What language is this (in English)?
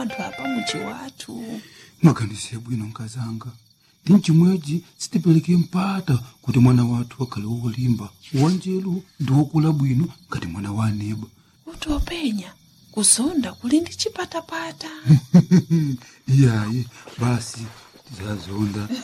Nyanja